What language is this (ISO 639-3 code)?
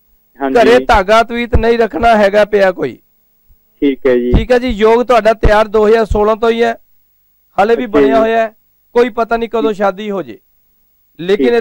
pan